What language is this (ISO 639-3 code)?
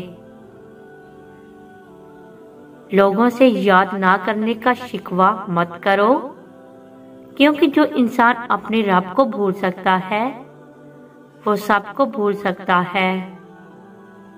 urd